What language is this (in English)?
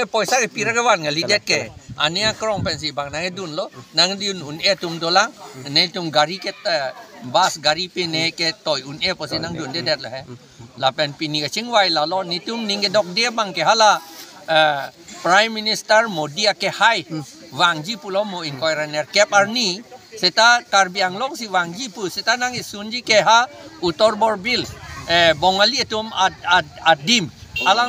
Karbi